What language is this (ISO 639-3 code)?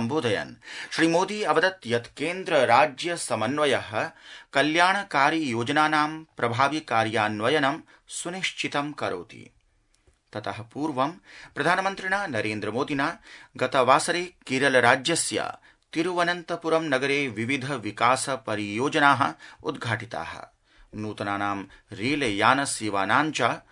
san